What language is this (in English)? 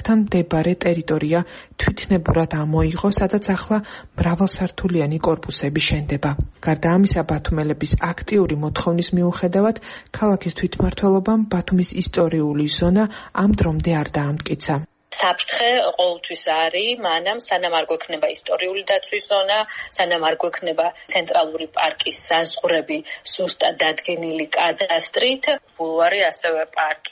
Georgian